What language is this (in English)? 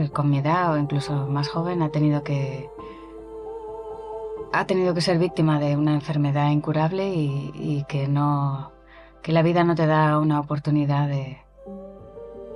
Spanish